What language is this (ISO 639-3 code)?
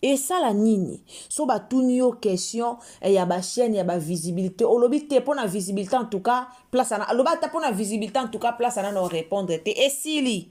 lin